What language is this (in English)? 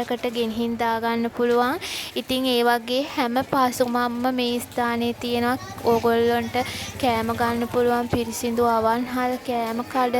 Sinhala